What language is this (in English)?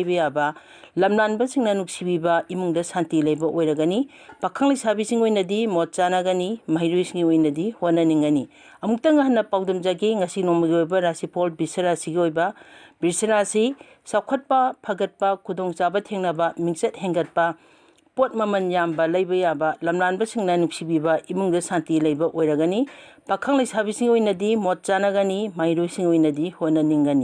Manipuri